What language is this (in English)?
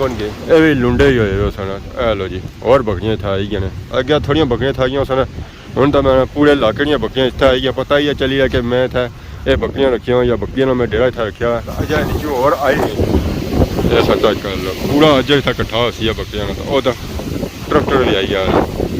Pahari-Potwari